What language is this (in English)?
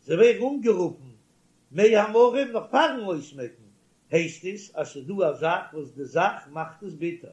Yiddish